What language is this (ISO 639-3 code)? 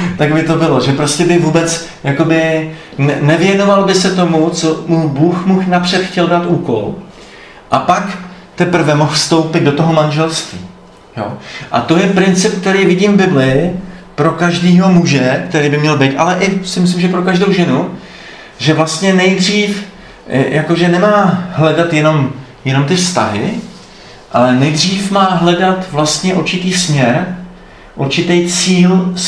ces